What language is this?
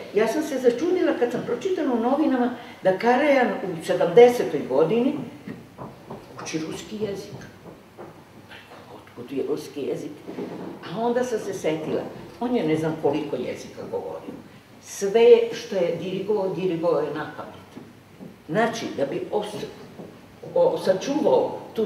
Serbian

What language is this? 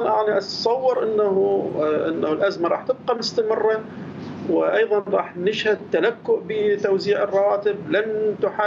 Mesopotamian Arabic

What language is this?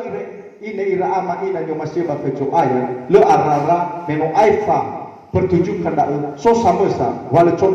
Nias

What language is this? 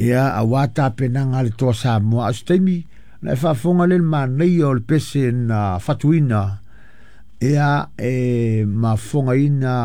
Samoan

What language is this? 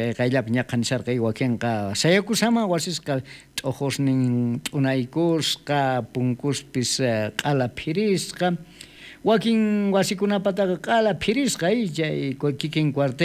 South Bolivian Quechua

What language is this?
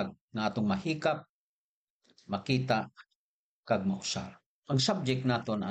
Hiligaynon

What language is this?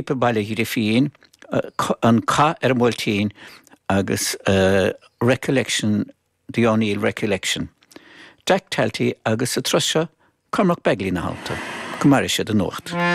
Irish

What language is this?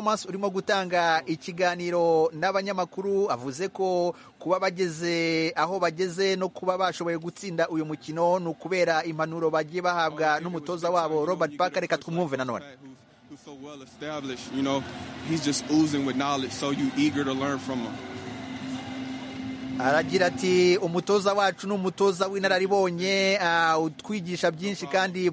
Kinyarwanda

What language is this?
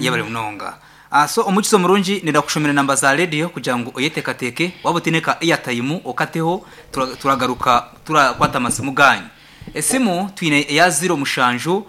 Nyankole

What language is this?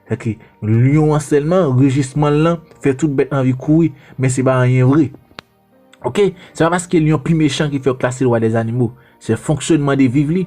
Haitian Creole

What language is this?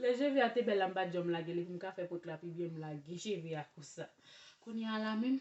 Haitian Creole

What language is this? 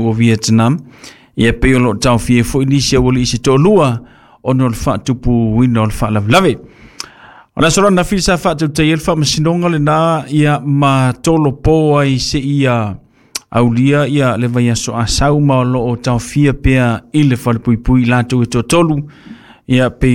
Samoan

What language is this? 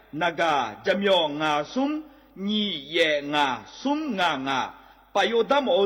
Akha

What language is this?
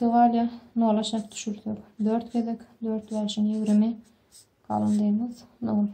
Turkmen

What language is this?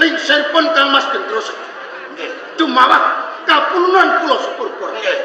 Javanese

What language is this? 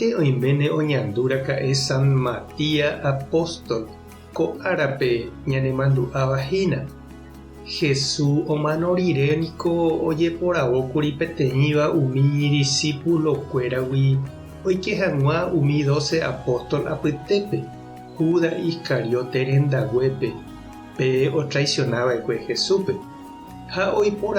Guarani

